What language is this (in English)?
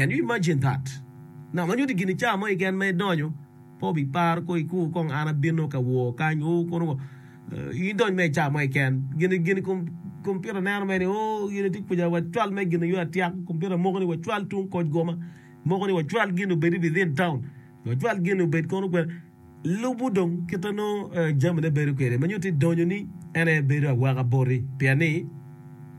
Acoli